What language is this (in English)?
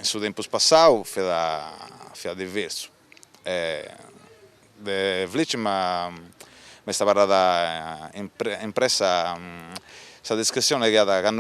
Sardinian